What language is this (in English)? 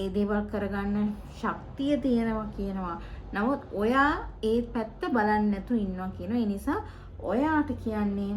Sinhala